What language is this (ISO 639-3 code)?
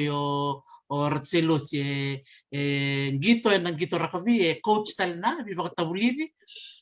fij